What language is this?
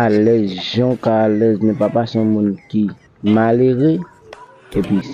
Haitian Creole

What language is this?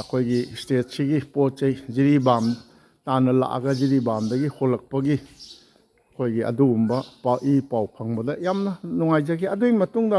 Manipuri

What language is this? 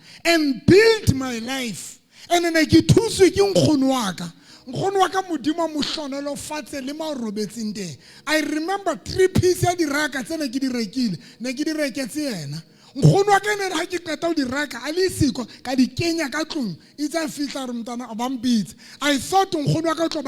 Southern Sotho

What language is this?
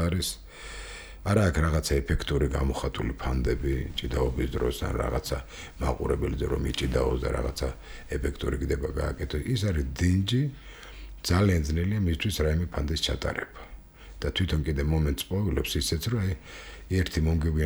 Georgian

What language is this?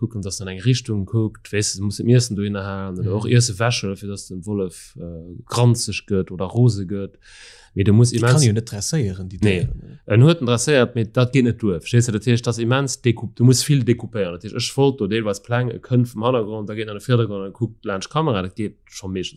Luxembourgish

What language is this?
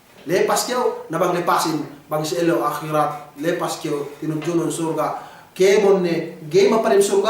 Yakan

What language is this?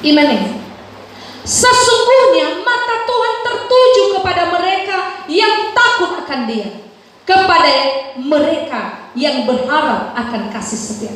Nias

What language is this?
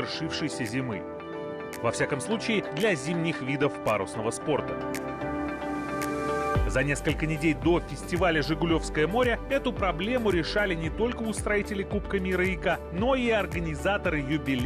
Russian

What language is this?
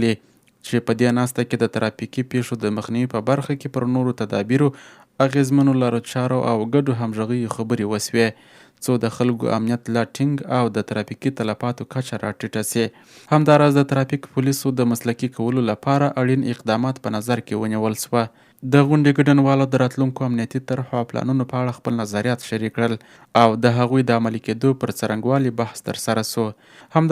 Pashto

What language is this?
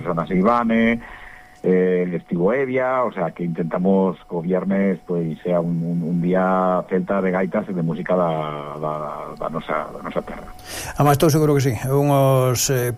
Galician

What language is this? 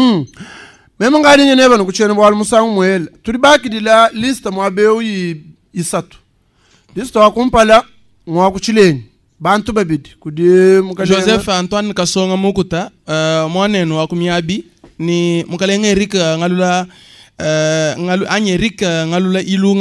Luba-Lulua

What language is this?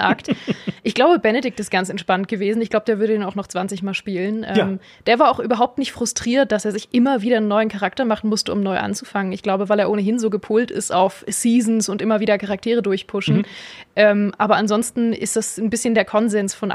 German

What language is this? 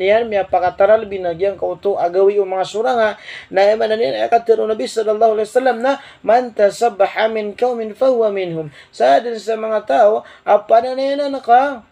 Maranao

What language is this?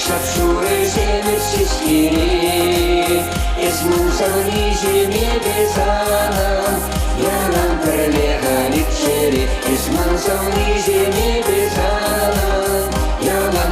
Chuvash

